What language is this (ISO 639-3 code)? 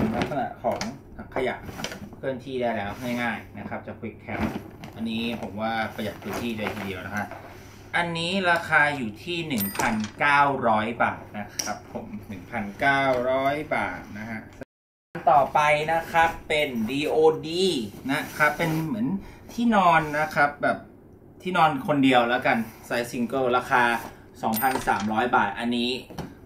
tha